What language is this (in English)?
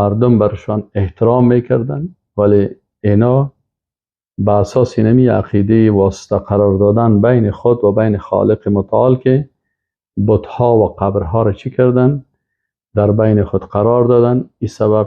Persian